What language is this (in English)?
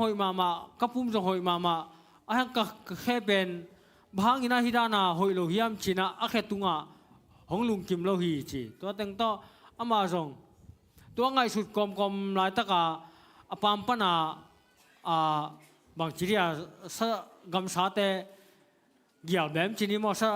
Tedim Chin